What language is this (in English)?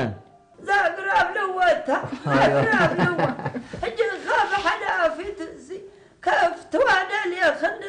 Tigrinya